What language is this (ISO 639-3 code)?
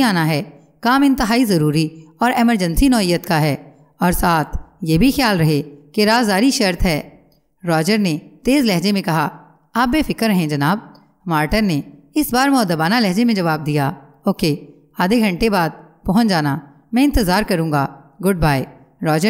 urd